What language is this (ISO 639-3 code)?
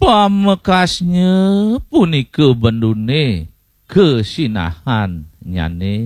ban